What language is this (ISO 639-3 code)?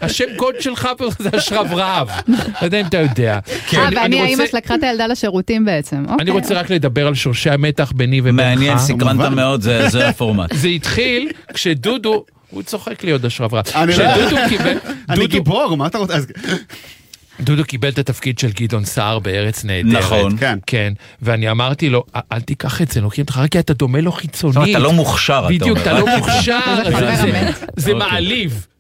heb